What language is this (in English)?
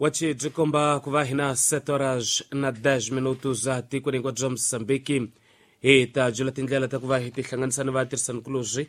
Tsonga